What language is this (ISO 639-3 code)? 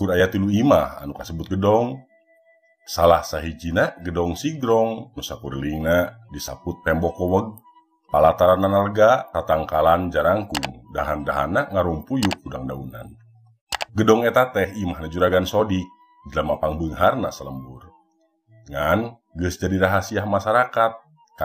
sun